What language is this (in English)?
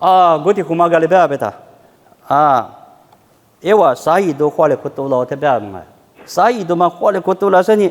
Lisu